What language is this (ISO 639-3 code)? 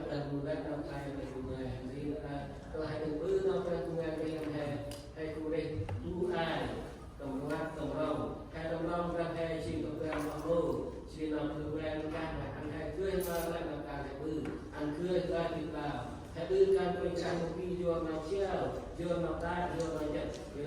cmo